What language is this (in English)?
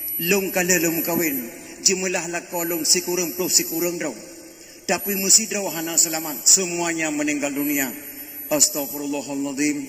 Achinese